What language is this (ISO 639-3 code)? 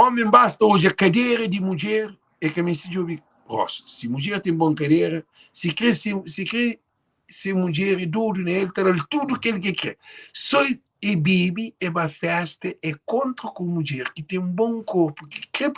kea